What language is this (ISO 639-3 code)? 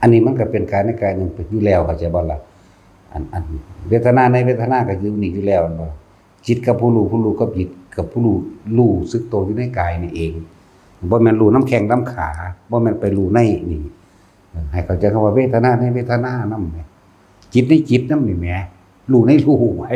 tts